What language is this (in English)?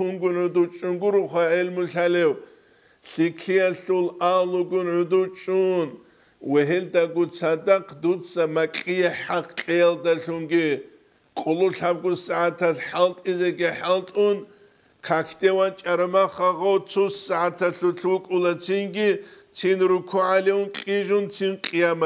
Avaric